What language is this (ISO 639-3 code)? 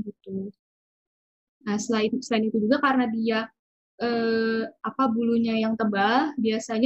ind